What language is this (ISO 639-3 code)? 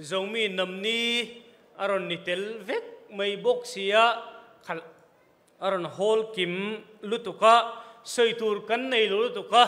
cfm